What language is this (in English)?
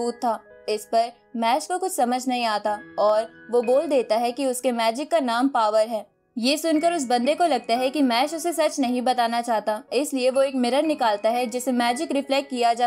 Hindi